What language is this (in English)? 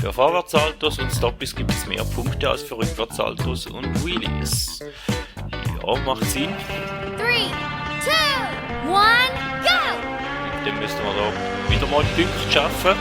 Swiss German